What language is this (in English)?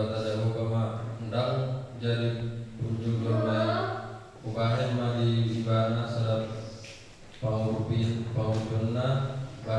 Batak Toba